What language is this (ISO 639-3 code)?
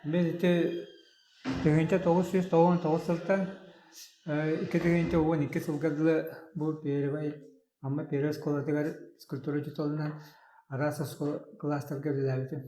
sah